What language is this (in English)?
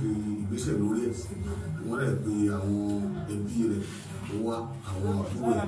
Yoruba